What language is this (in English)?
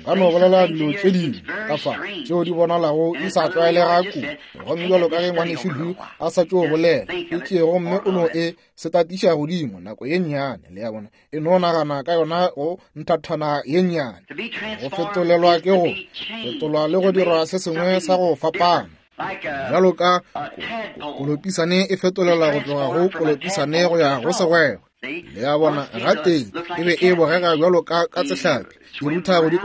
Northern Sotho